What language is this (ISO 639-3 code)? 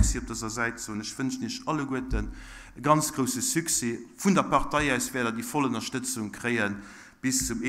ltz